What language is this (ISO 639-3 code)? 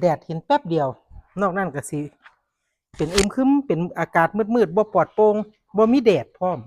tts